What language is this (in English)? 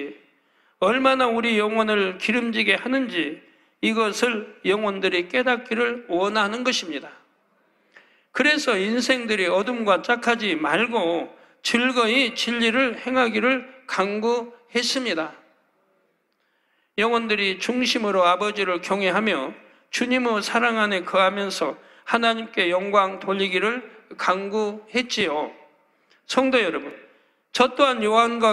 Korean